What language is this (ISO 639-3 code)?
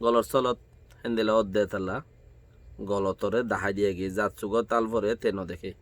rhg